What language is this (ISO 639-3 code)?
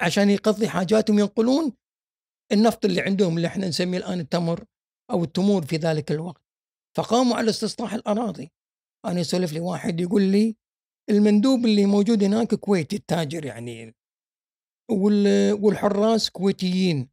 afb